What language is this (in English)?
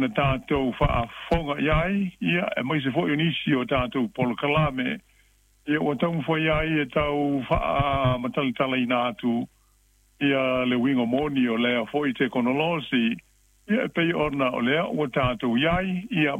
Samoan